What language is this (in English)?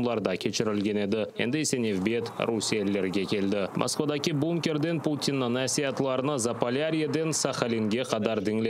Crimean Tatar